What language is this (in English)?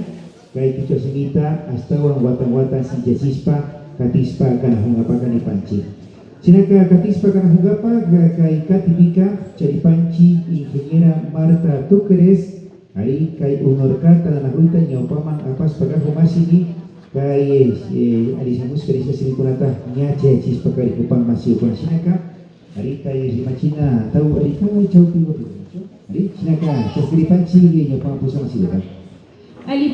Imbabura Highland Quichua